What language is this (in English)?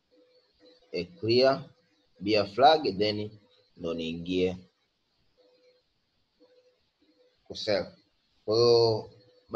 Swahili